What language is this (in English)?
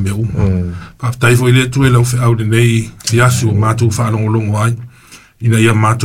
Samoan